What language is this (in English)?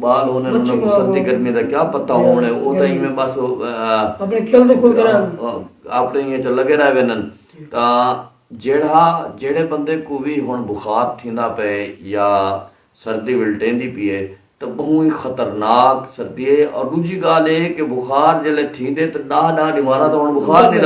Saraiki